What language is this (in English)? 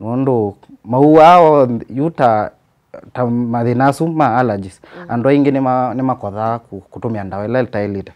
Kamba